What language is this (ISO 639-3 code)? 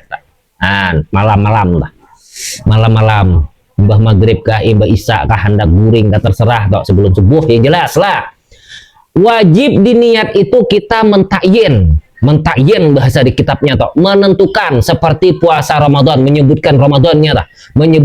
bjn